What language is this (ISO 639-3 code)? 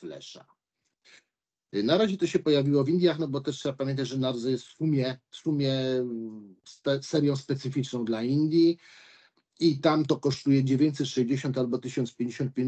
pol